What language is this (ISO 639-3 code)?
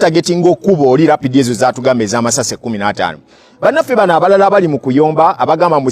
lug